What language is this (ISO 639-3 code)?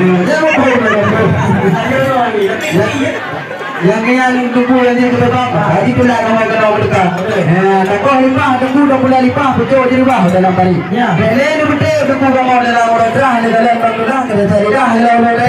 ace